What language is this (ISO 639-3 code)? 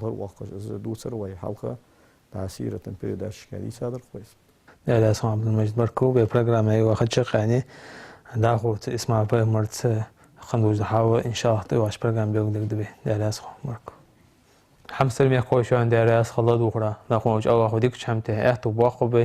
inh